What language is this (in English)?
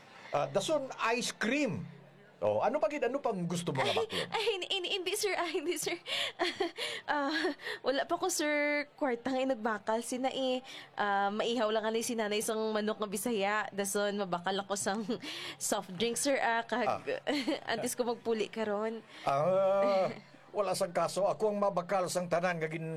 Hiligaynon